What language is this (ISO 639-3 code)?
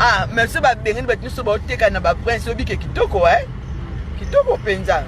lin